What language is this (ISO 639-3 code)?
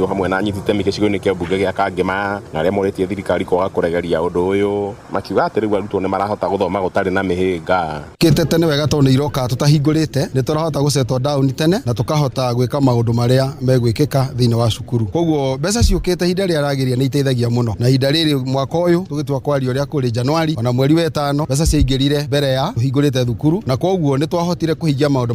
kik